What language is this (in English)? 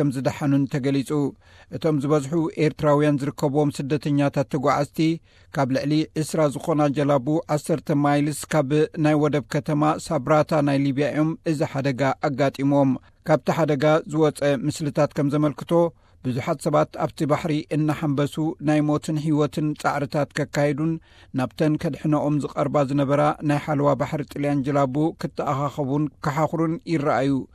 Tigrinya